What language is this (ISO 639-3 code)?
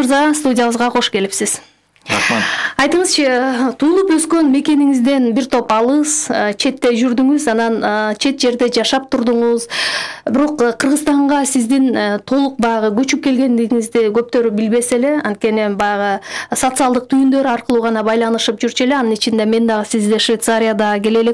kir